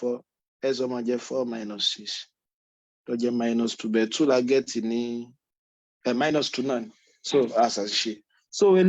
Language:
Yoruba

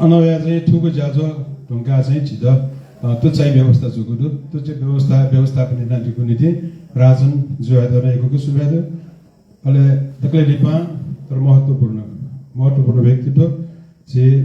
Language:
Newari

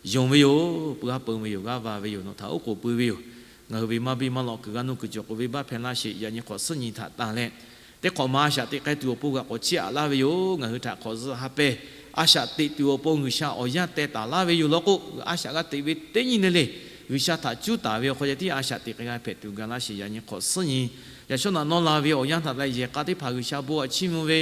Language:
Lahu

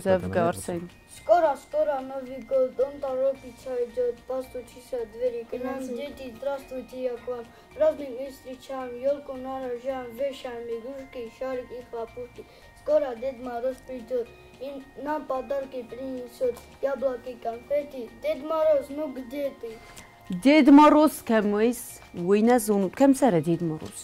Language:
Ossetic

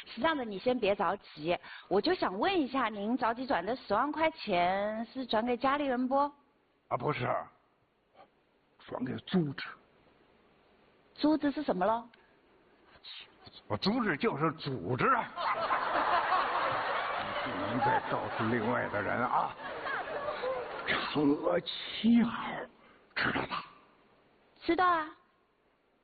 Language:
Chinese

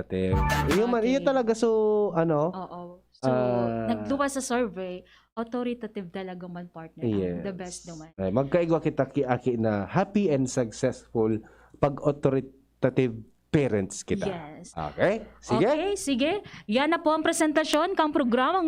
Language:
Bikol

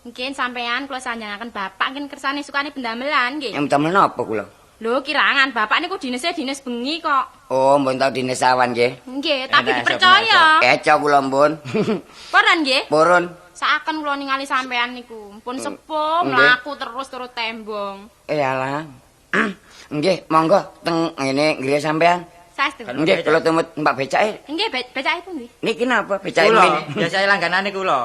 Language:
Javanese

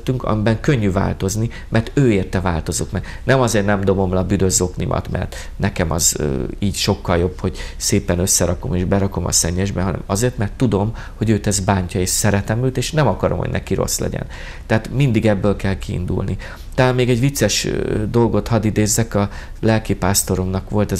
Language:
Hungarian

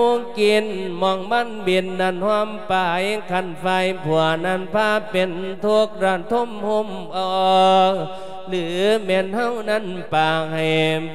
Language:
Lao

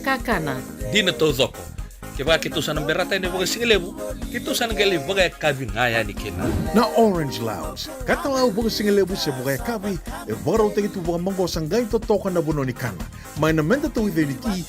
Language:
Fijian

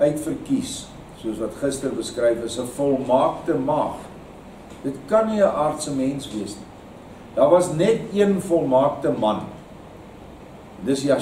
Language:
Afrikaans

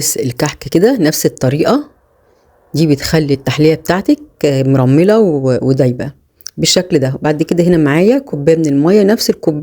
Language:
Egyptian Arabic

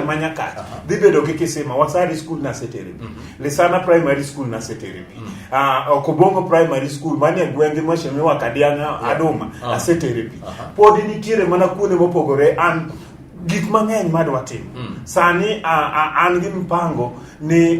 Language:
Luo (Kenya and Tanzania)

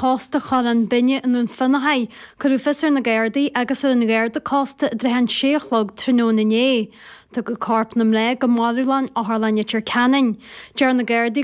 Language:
Irish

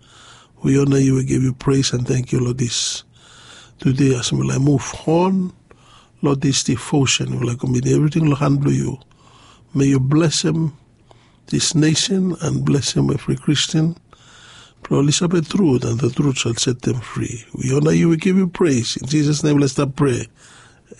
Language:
Bislama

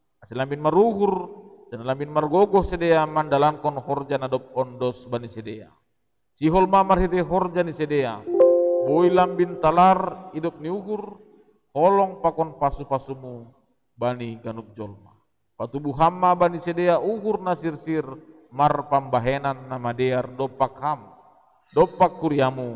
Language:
Batak Simalungun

